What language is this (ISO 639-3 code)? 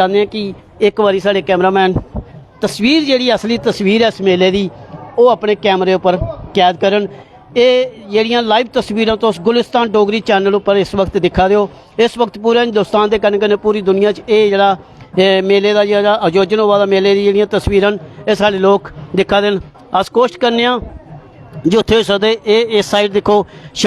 doi